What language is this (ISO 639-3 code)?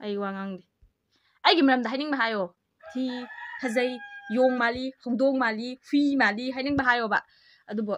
mni